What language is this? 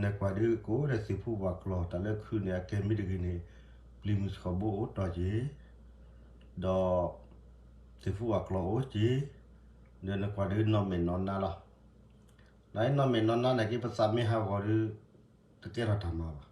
S'gaw Karen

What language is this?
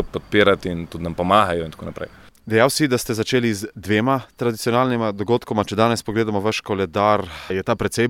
Slovenian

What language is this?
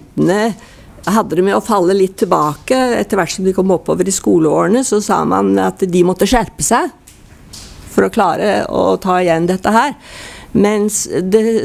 Norwegian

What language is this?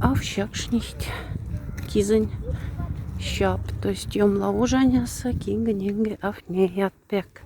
Moksha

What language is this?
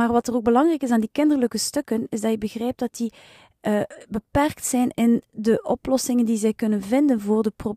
Dutch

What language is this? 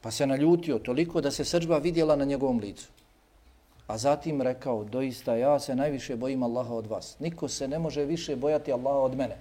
Bosnian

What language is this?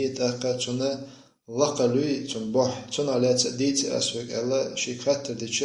Chechen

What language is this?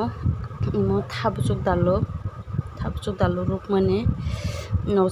Kok Borok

